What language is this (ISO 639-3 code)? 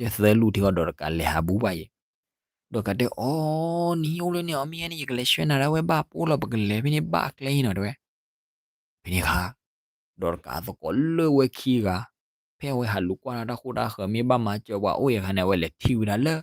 ksw